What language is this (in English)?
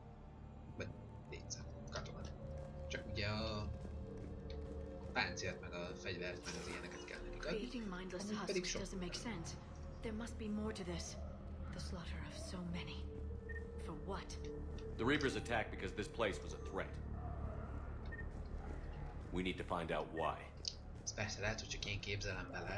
Hungarian